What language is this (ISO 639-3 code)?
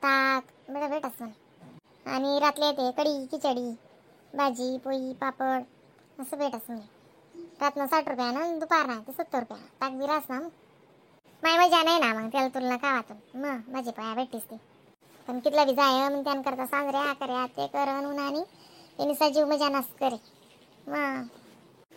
khn